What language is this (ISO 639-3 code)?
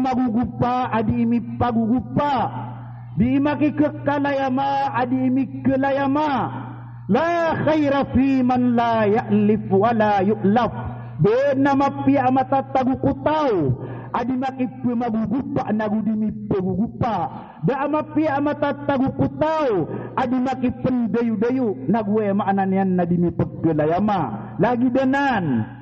mrw